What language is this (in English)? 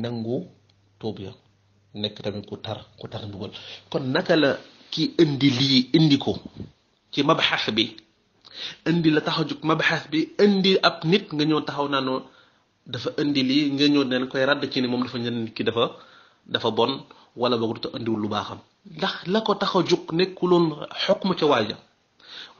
Wolof